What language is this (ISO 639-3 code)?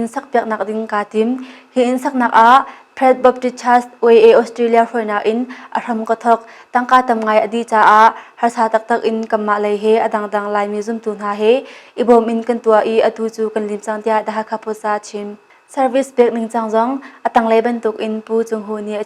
cnh